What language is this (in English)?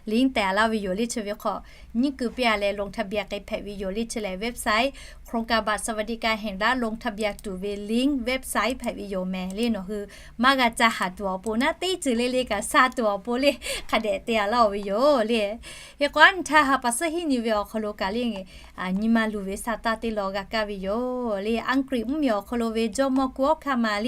Lahu